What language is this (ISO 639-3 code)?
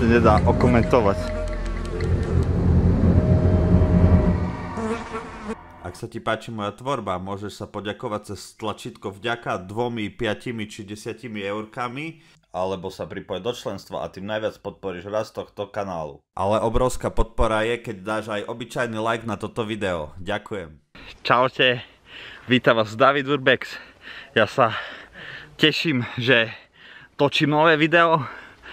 slk